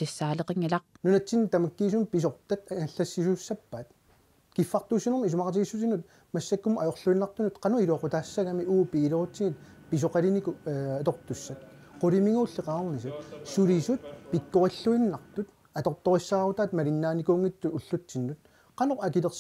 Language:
Kalaallisut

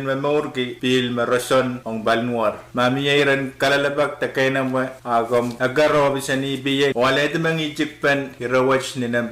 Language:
Pohnpeian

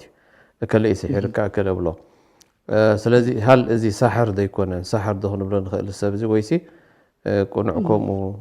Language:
Tigrinya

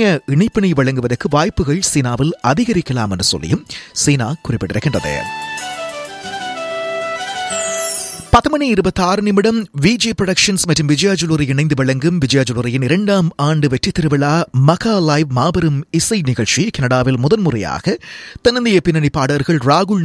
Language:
Tamil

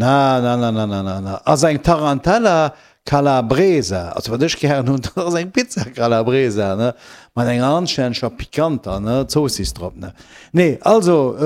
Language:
Luxembourgish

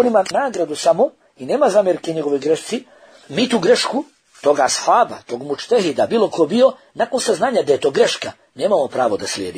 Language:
Bosnian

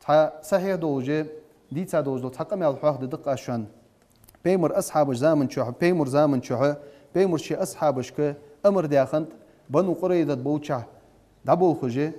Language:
Ingush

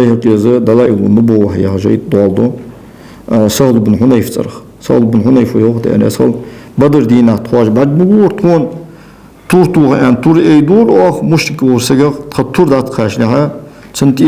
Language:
Ingush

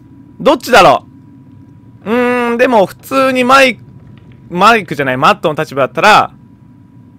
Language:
Japanese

